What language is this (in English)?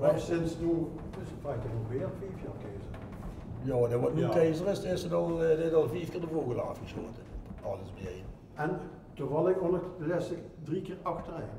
Limburgish